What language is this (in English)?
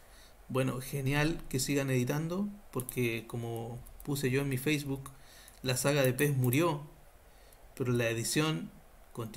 Spanish